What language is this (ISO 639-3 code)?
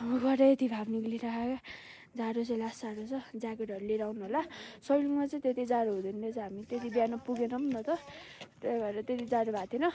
nep